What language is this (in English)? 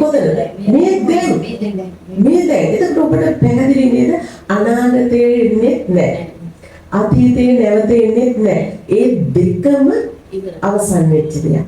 Sinhala